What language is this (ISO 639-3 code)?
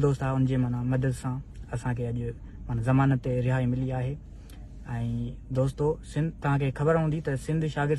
snd